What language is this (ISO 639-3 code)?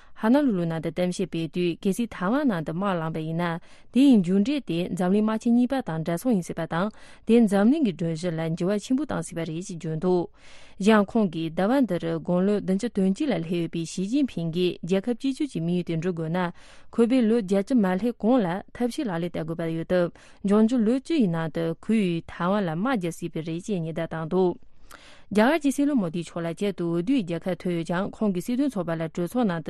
bod